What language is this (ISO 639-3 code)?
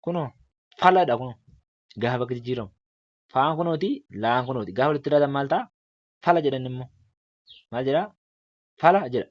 orm